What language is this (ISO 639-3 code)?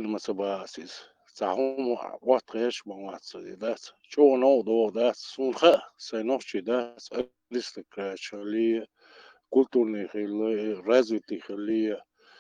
che